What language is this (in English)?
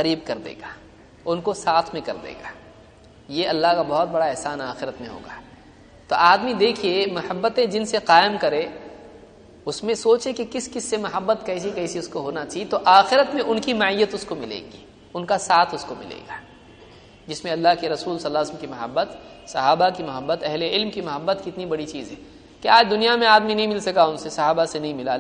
Urdu